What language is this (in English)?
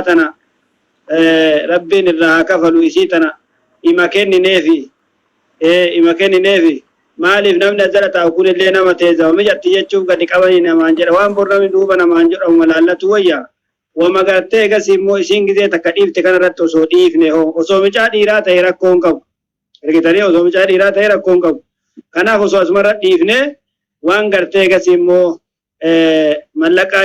Oromo